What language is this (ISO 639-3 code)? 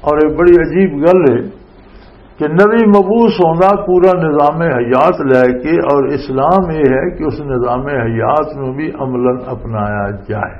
lah